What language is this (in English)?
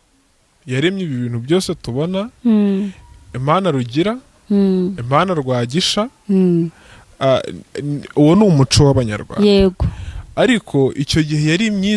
Kinyarwanda